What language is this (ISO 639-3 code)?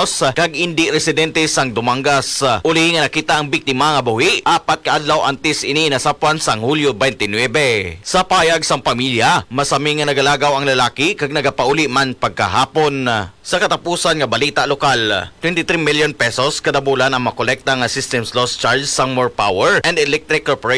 hil